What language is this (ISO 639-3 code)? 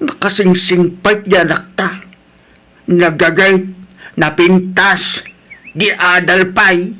ilo